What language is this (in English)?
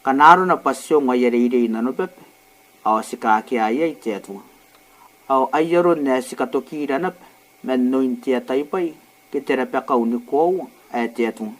Gilbertese